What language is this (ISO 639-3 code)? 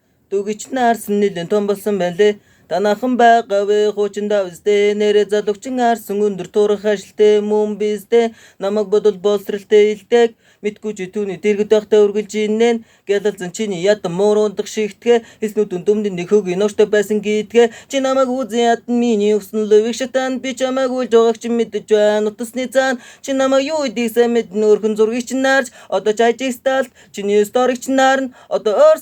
mon